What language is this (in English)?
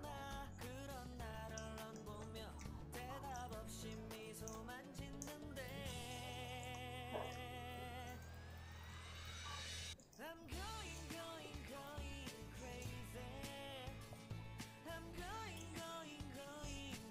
Korean